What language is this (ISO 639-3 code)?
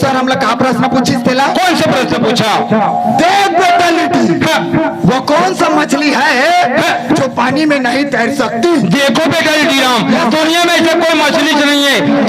hne